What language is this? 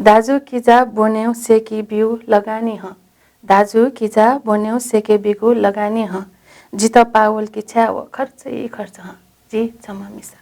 Newari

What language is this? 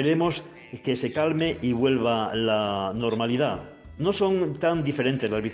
Spanish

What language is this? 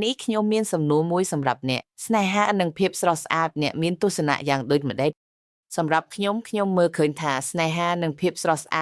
Khmer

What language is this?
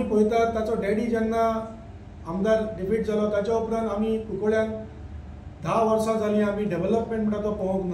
Konkani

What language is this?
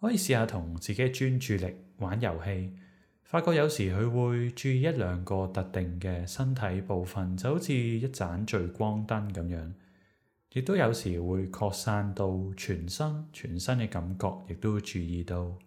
Cantonese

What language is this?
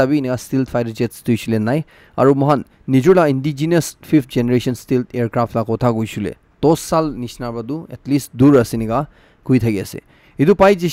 Naga Pidgin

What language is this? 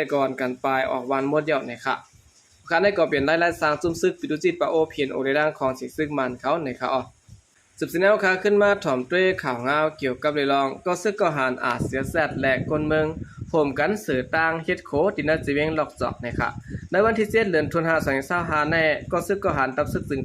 Shan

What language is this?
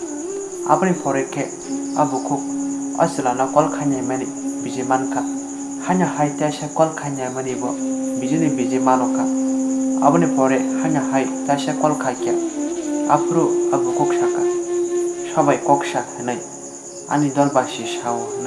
Kok Borok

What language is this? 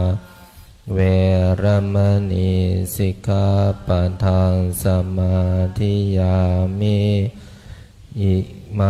Pali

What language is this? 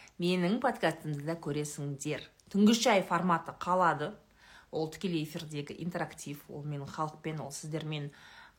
Kazakh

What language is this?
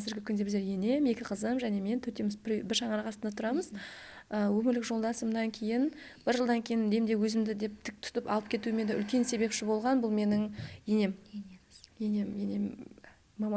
Kara-Kalpak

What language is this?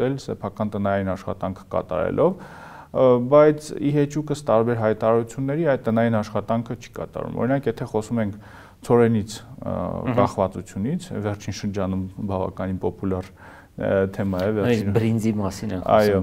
Armenian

